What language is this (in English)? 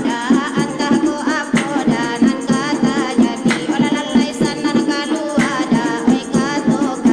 Minangkabau